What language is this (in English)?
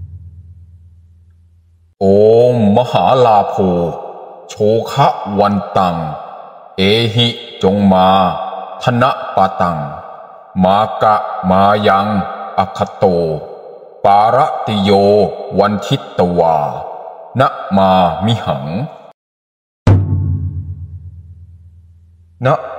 Thai